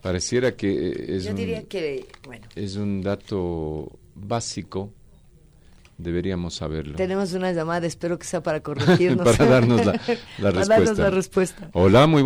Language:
Spanish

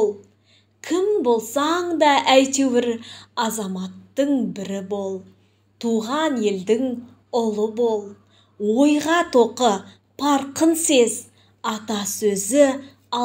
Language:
Kazakh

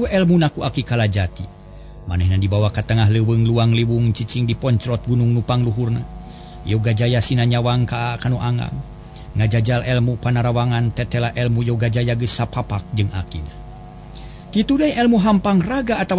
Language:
Sundanese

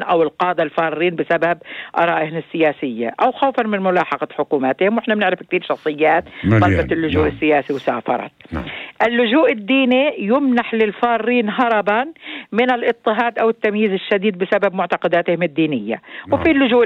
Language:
North Levantine Arabic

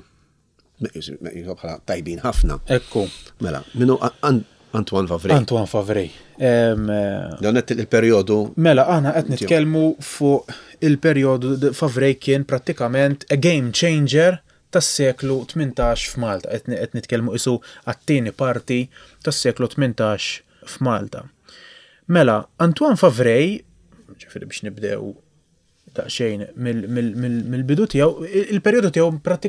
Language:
Maltese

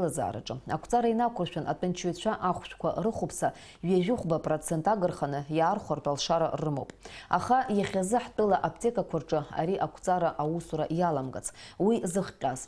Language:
Abkhazian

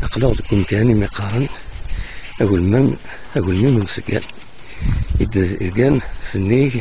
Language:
Kabyle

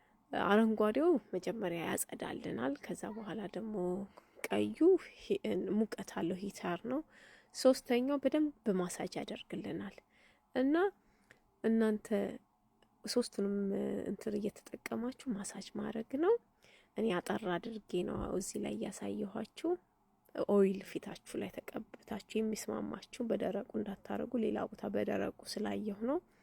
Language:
Amharic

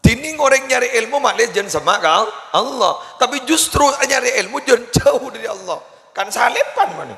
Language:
Madurese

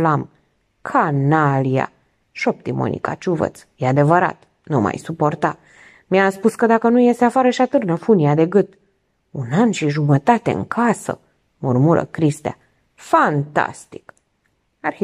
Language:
Romanian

